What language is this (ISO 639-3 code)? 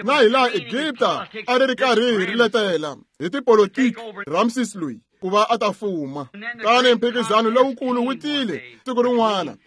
tso